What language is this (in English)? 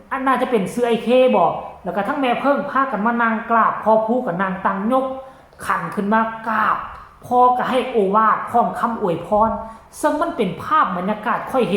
Northeastern Thai